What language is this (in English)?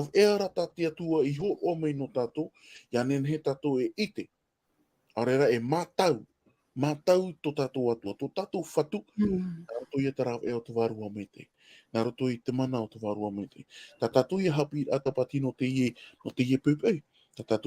Tahitian